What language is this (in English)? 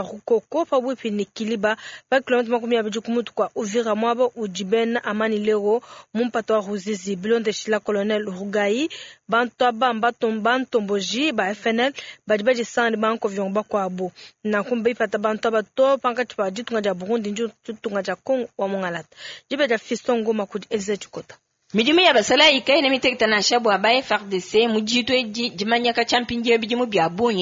Luba-Lulua